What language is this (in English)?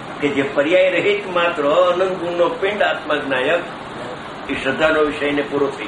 Gujarati